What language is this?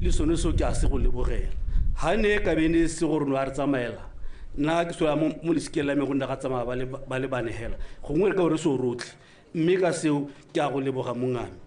Tswana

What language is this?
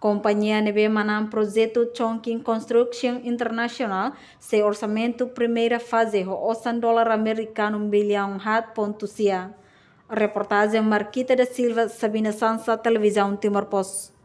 Tetum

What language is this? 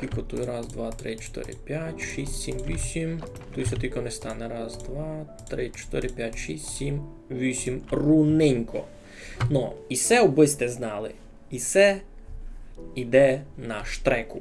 Rusyn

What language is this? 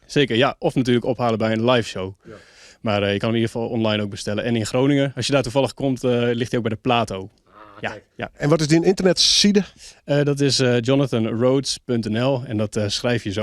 Western Frisian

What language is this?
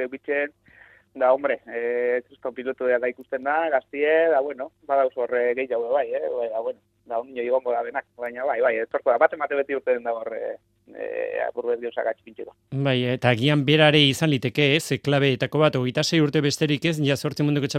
Basque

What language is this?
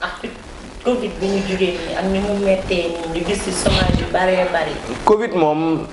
Wolof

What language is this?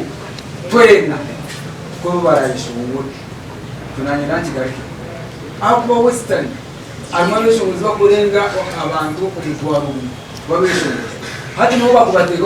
Nyankole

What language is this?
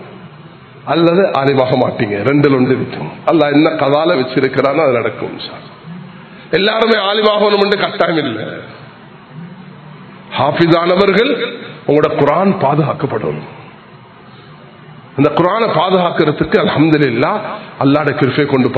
Tamil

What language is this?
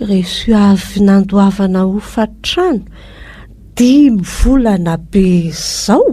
Malagasy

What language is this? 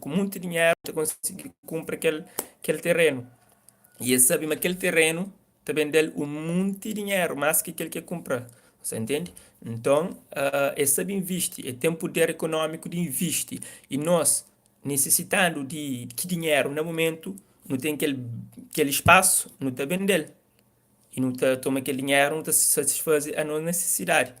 Kabuverdianu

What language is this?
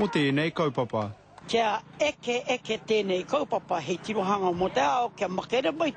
Māori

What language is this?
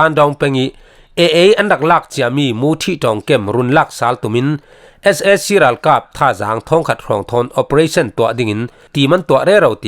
Falam Chin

